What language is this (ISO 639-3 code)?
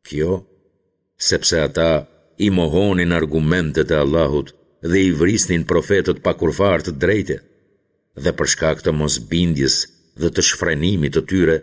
sqi